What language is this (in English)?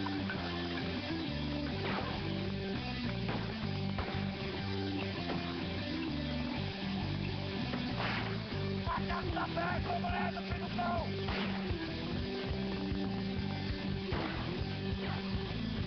Portuguese